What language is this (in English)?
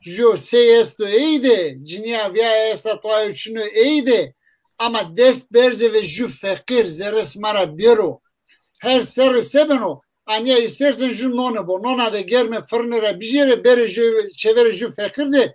Zaza